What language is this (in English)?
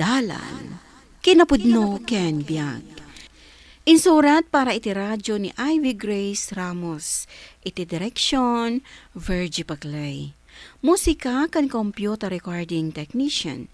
Iloko